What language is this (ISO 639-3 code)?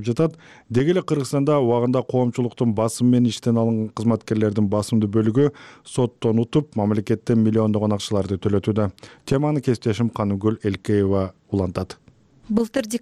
kir